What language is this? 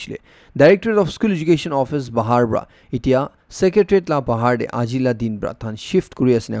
Naga Pidgin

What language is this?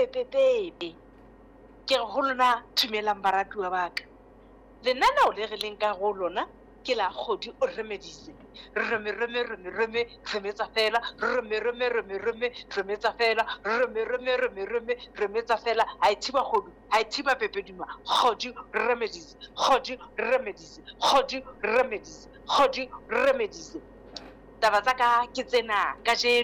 Southern Sotho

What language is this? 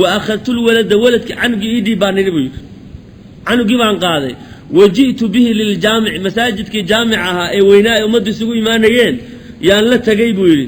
Somali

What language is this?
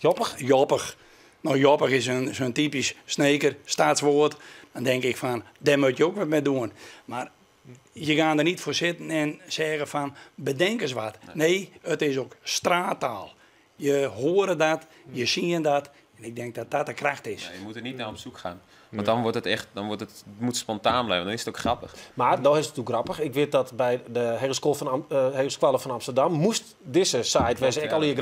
Western Frisian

